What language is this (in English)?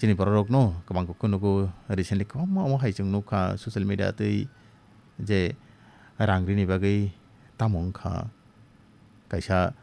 Kok Borok